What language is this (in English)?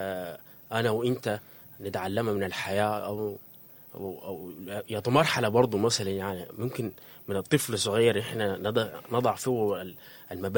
Sudanese Arabic